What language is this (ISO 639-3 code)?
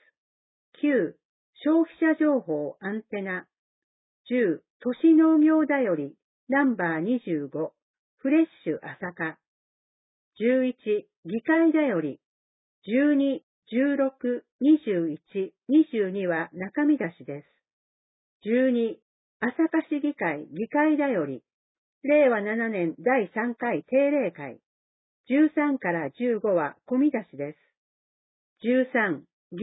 jpn